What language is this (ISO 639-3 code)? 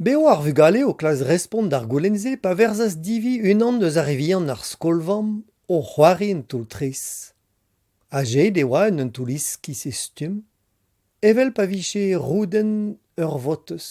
bre